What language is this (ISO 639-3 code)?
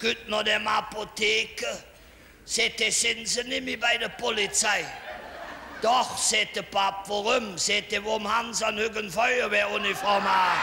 ksh